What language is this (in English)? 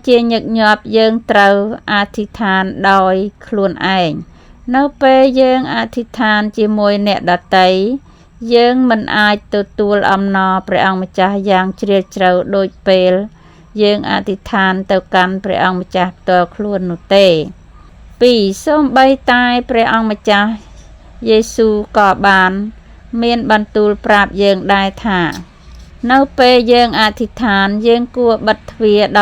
Khmer